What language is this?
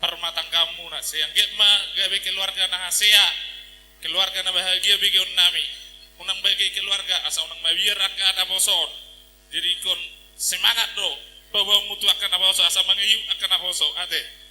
Batak Toba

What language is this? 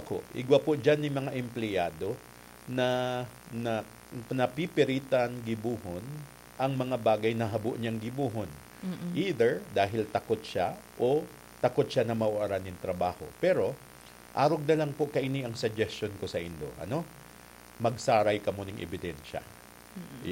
Bikol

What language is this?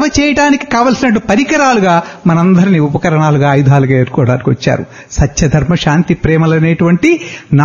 Telugu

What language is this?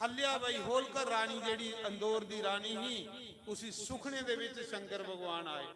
Dogri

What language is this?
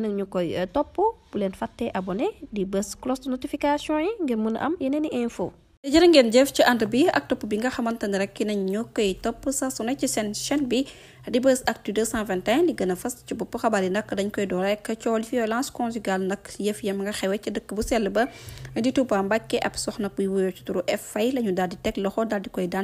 Wolof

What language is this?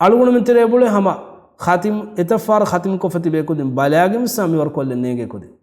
Divehi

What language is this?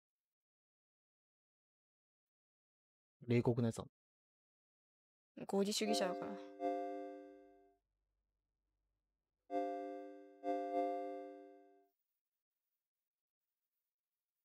Japanese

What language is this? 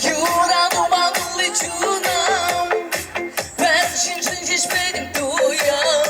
Chuvash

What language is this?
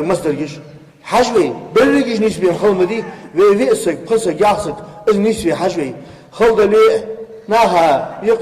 Ingush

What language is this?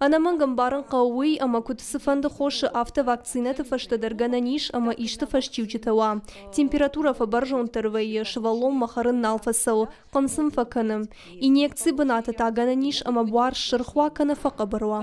Ossetic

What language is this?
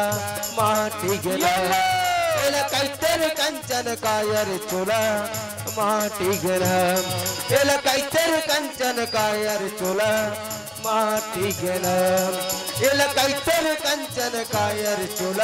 Chhattisgarhi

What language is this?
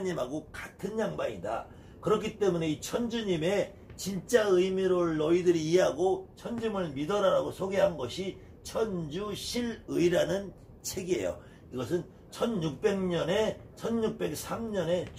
Korean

